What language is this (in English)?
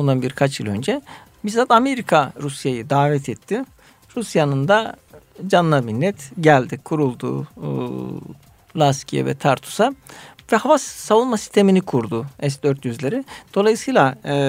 Turkish